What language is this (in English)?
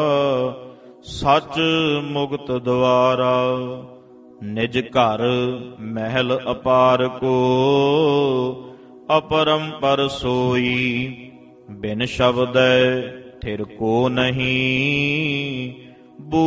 Punjabi